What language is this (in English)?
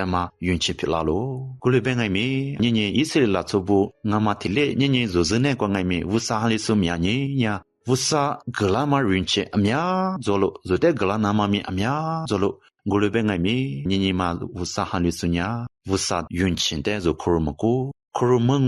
Lisu